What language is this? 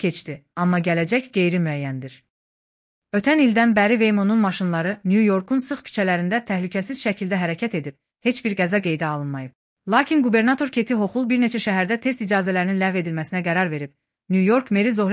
Azerbaijani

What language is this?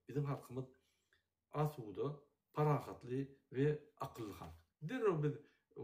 Turkmen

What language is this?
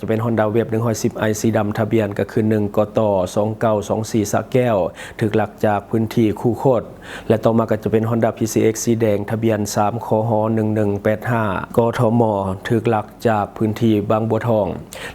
Lao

